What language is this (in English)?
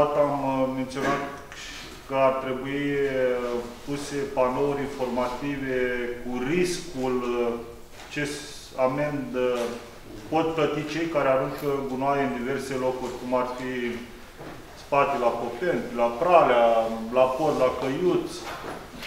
Romanian